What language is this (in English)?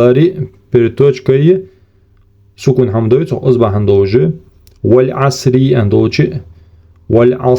Ingush